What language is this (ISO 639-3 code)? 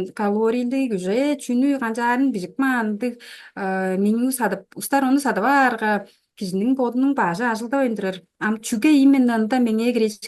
tyv